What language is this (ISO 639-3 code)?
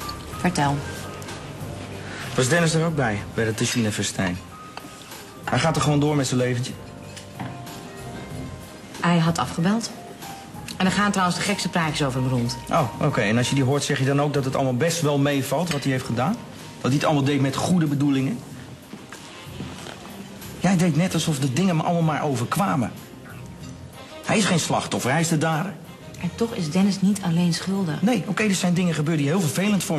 nld